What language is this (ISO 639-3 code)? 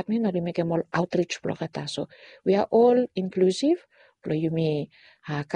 bis